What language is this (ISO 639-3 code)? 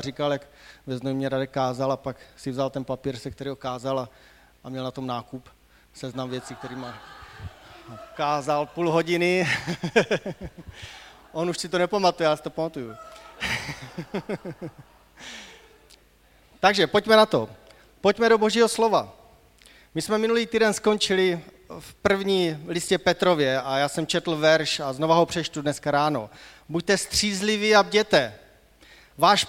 ces